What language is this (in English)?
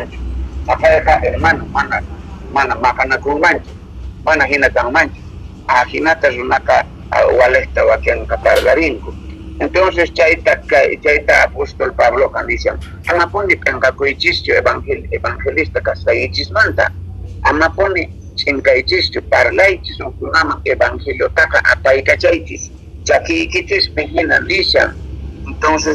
South Bolivian Quechua